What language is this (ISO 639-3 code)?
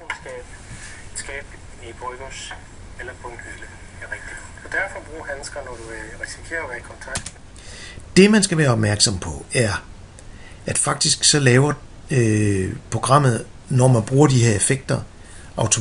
dan